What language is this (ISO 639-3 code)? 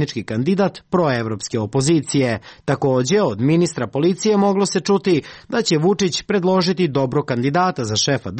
srp